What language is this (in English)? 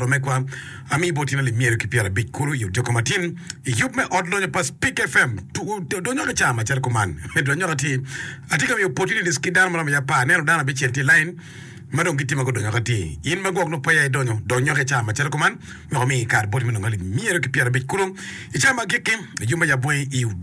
Acoli